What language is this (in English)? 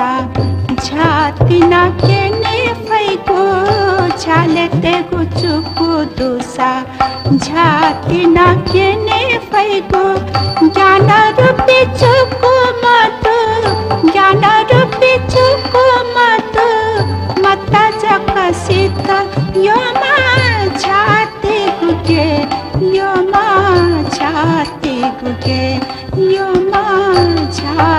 Newari